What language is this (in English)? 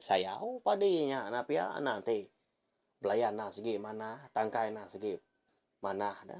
Iban